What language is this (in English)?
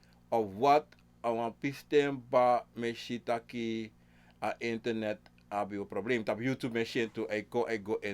Sranan Tongo